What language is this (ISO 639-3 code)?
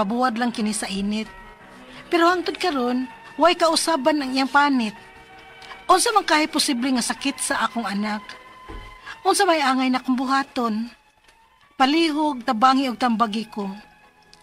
ceb